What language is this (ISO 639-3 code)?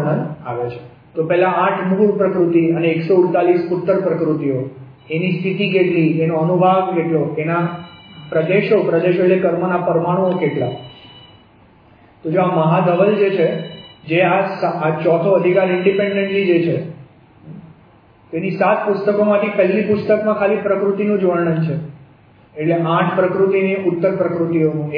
guj